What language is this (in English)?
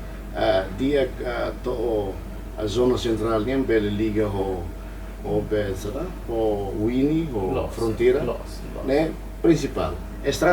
Tetum